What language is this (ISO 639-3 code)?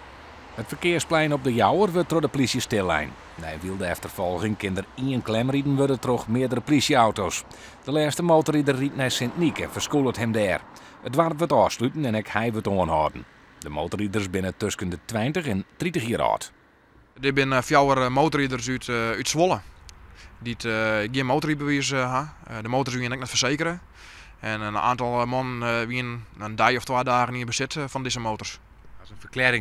fry